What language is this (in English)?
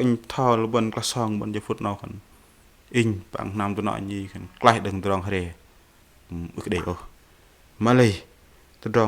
Bahnar